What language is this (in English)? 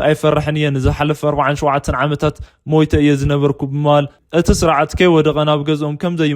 Tigrinya